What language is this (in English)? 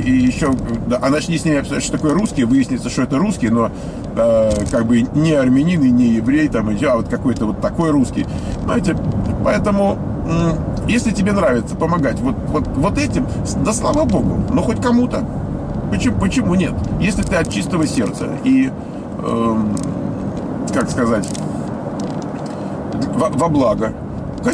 Russian